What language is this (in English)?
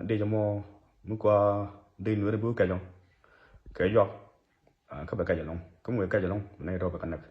Nuer